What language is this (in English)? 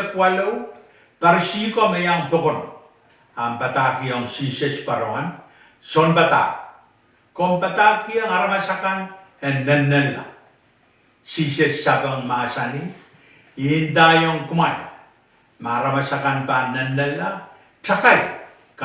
Pohnpeian